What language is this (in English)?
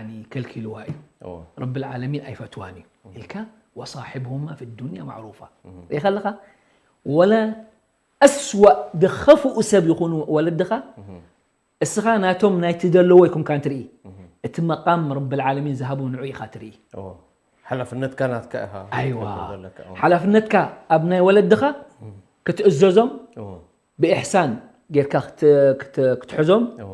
Tigrinya